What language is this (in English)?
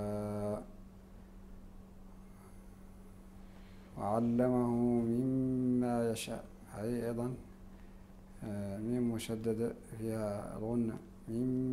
Arabic